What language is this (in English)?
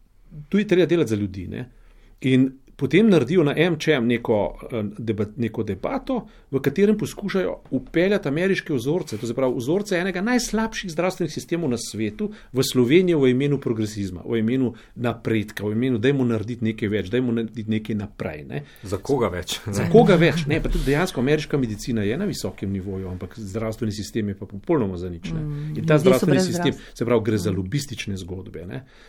Slovenian